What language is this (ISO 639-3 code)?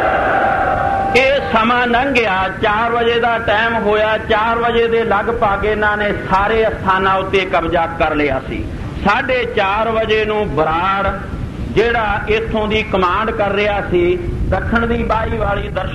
pan